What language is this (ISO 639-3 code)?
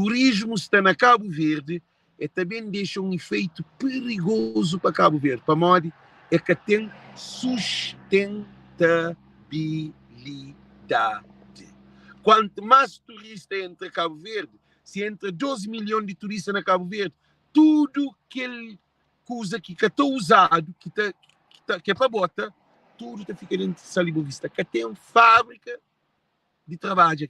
kea